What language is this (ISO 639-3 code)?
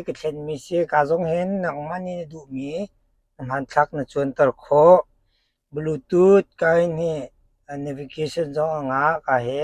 cnh